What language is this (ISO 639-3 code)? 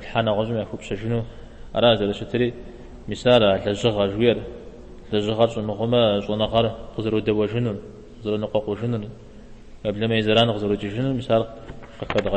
kbd